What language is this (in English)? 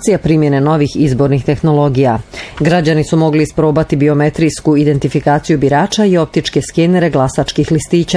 Bosnian